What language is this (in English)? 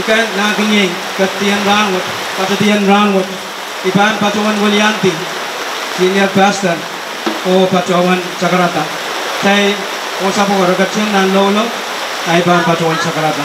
Pohnpeian